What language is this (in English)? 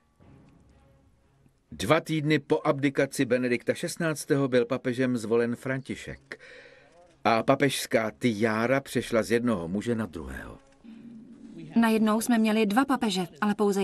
Czech